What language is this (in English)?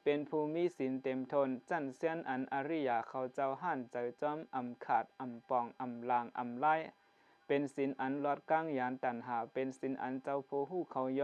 Shan